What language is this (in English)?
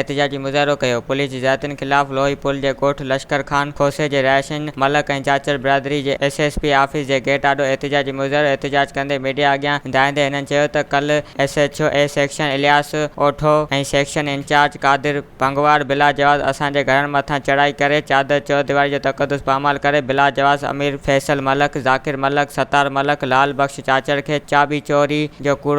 Sindhi